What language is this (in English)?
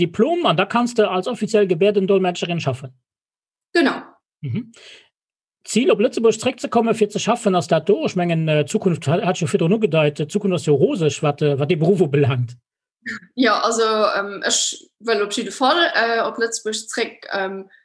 Luxembourgish